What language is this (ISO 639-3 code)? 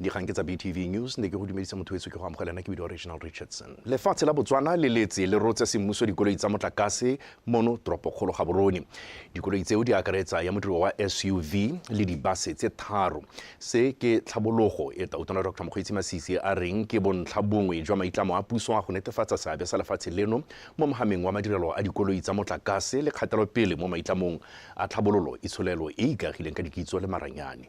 tsn